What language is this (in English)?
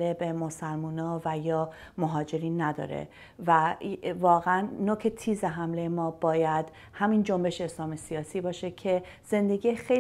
Persian